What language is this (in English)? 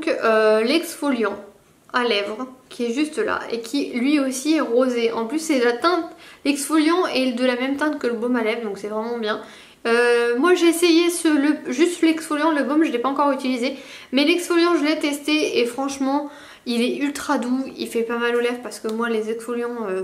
French